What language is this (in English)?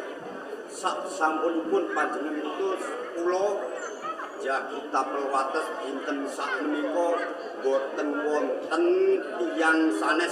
Javanese